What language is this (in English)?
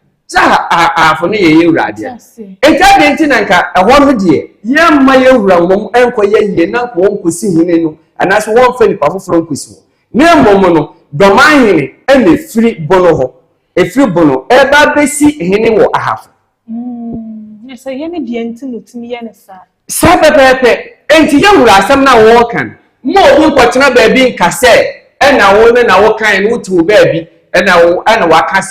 Akan